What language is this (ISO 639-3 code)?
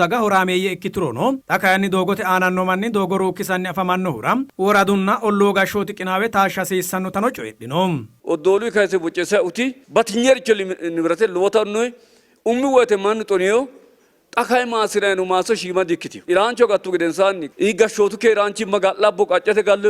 sid